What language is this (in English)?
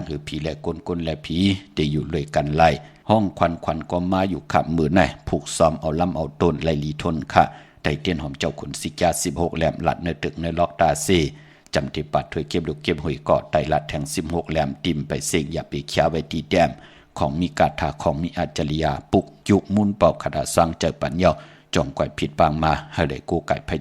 Shan